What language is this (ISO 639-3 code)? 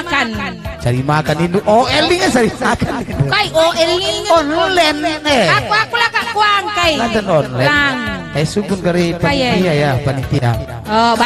btx